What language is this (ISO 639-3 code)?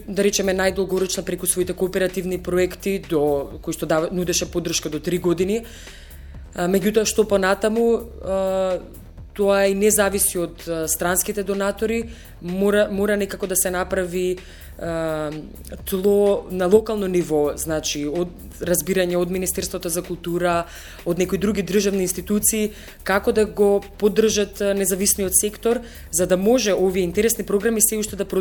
mkd